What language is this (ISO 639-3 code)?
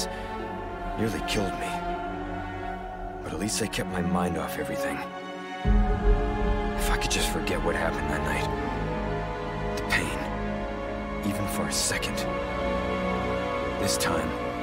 eng